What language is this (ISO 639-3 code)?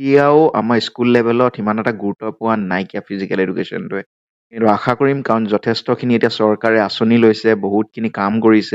asm